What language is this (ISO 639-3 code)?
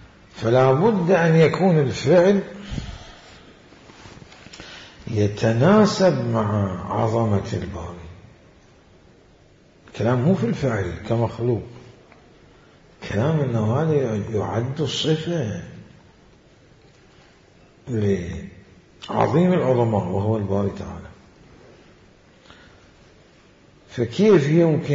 ara